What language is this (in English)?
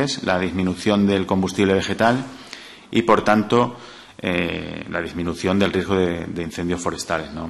Spanish